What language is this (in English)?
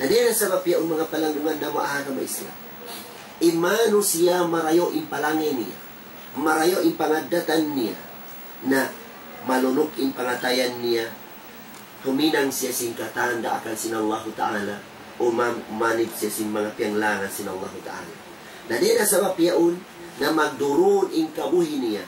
Tausug